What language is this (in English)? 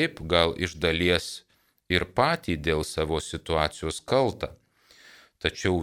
Lithuanian